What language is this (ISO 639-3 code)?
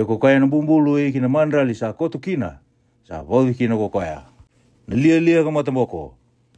fij